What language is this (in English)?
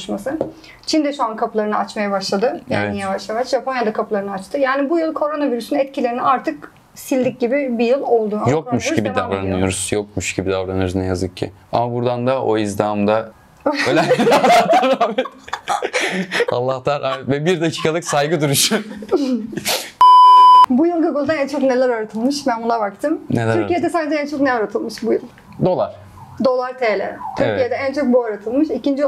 Turkish